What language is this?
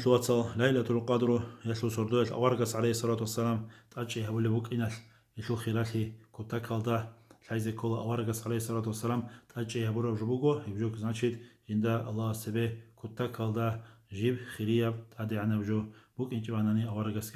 Avaric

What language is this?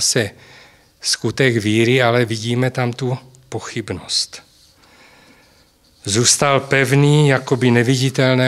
Czech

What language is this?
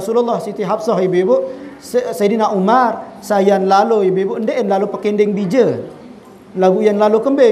Sasak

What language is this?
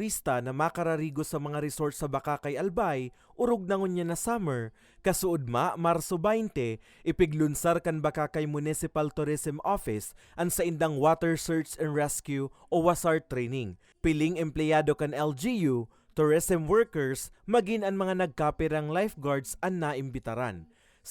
Bikol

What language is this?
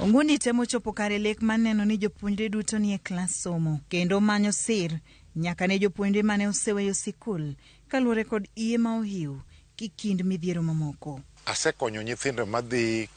Luo (Kenya and Tanzania)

